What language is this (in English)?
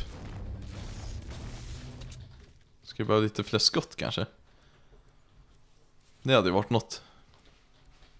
Swedish